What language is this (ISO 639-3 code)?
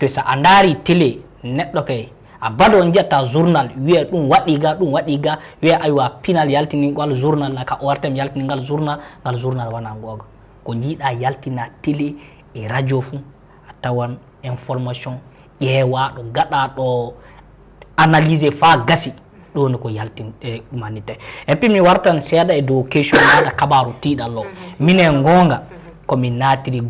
ful